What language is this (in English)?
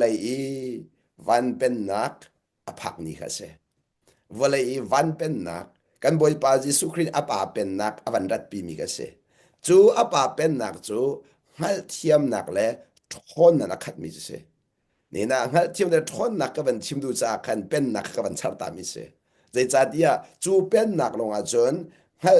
Hakha Chin